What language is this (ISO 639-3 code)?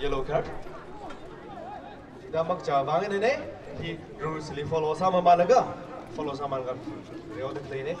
nmf